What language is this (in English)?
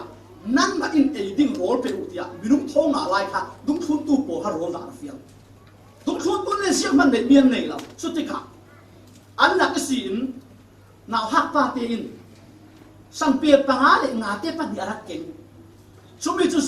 Falam Chin